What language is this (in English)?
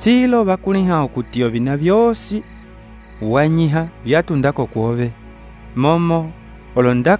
Umbundu